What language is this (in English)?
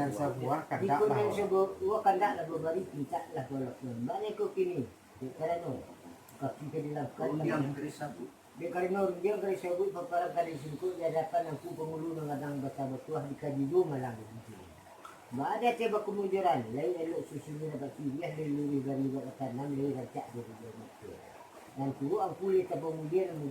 Minangkabau